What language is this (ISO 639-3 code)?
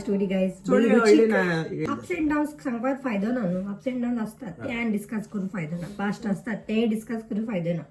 kok